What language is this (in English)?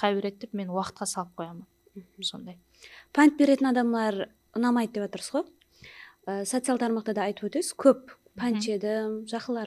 Kara-Kalpak